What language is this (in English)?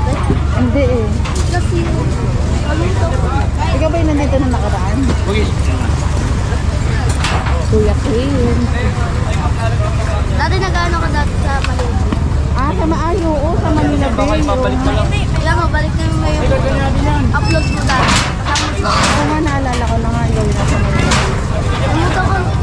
Filipino